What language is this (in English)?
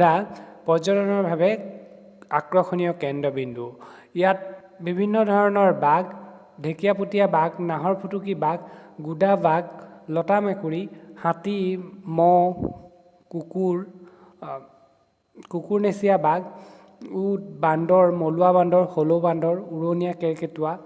Assamese